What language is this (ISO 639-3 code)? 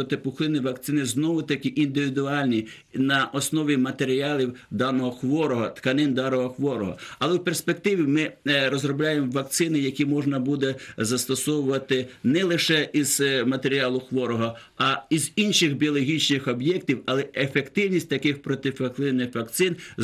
ukr